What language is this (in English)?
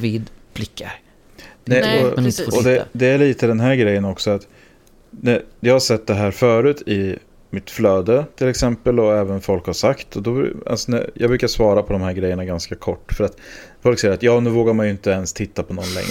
Swedish